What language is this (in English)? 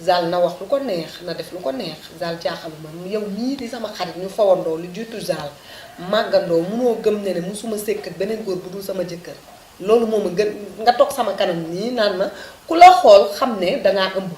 Wolof